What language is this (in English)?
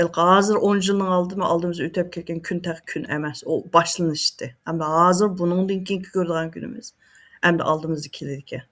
Uyghur